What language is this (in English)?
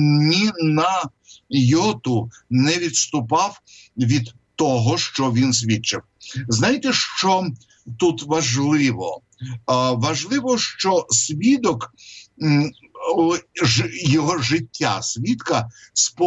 Ukrainian